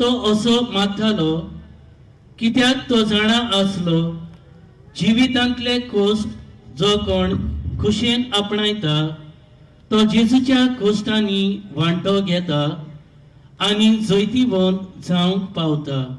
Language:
Konkani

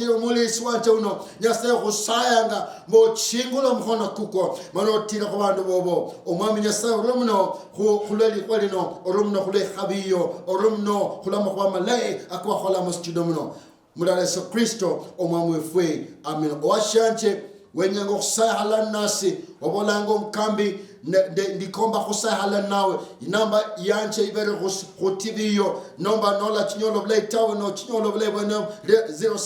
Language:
Luyia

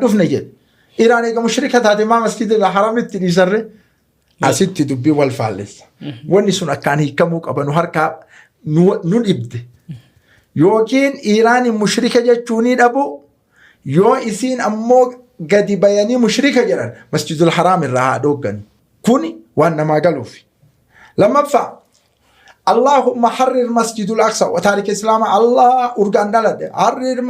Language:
Oromo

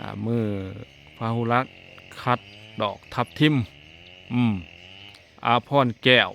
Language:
Lao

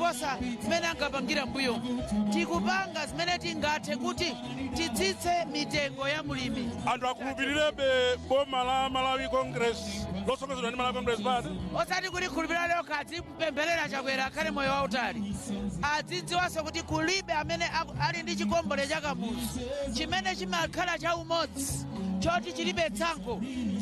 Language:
Nyanja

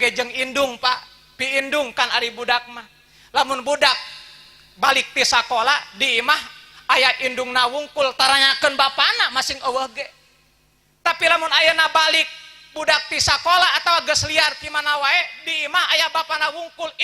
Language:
Sundanese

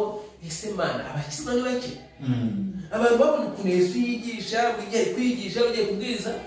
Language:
Kinyarwanda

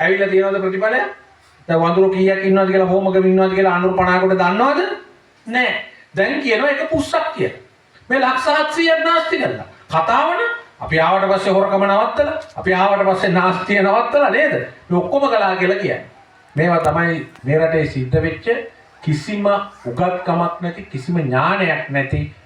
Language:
Sinhala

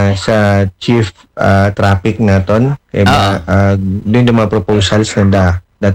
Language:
Aklanon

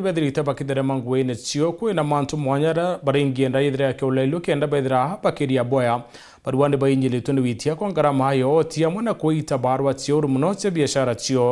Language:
Meru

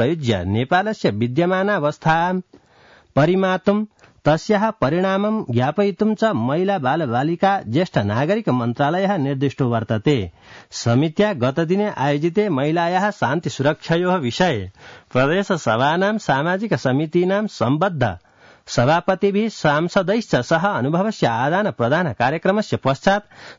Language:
Sanskrit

